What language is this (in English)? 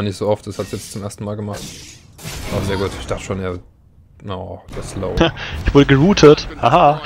German